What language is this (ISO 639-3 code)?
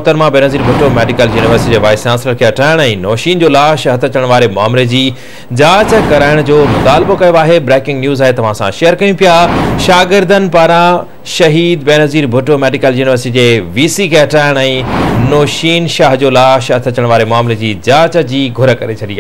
snd